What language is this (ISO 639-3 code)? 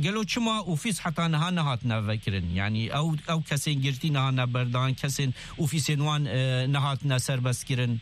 kur